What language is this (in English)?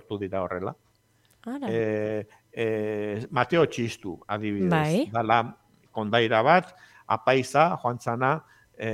Basque